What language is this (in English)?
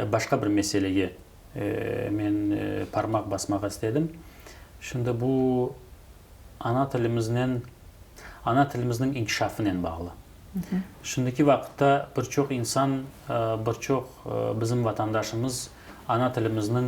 Crimean Tatar